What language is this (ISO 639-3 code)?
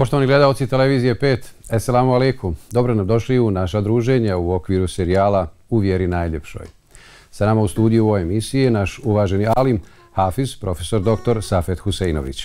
bos